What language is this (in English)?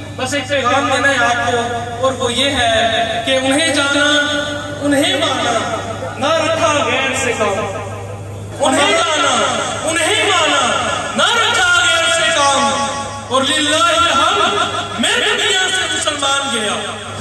Urdu